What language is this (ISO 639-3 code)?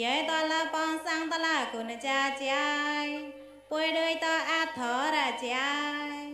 mnw